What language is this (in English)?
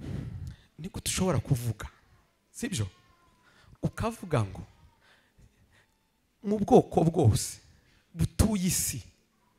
Kinyarwanda